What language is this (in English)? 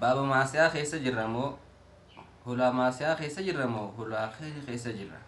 Oromo